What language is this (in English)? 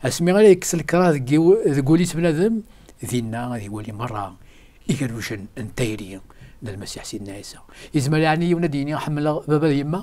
Kabyle